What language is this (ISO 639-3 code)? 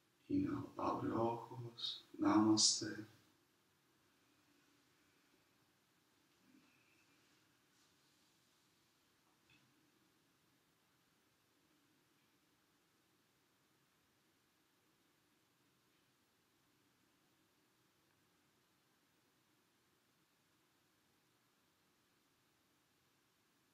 spa